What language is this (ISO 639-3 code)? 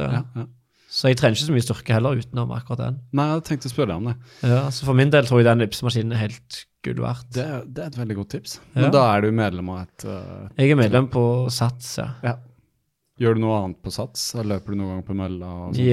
nor